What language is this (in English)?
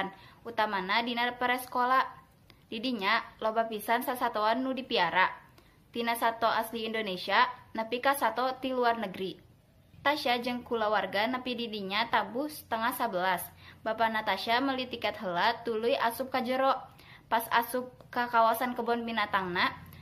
Sundanese